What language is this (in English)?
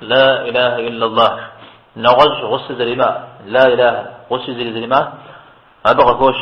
Kabardian